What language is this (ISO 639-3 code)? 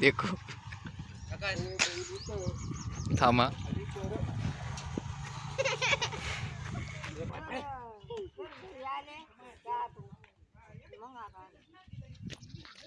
mar